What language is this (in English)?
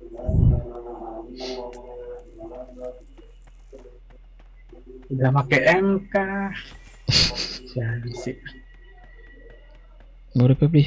Indonesian